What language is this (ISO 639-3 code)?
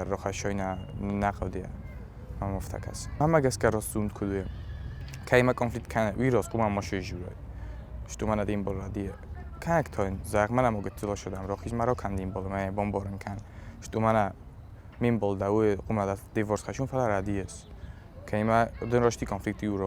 oss